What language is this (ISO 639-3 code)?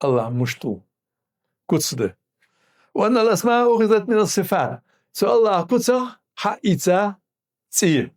inh